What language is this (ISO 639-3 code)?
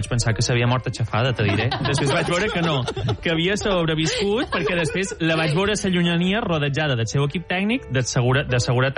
cat